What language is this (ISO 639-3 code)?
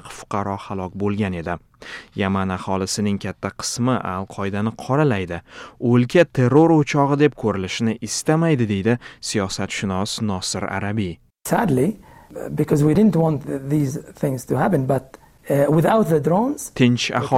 uzb